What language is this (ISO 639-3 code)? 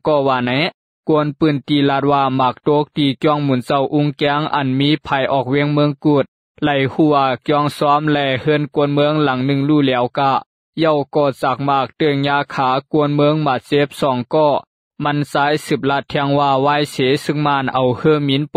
shn